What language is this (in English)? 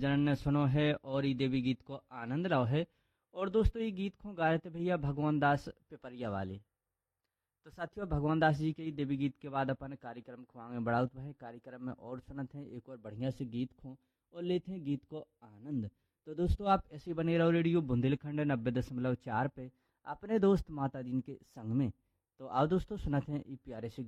Bundeli